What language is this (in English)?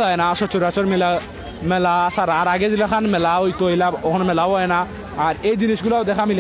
Sylheti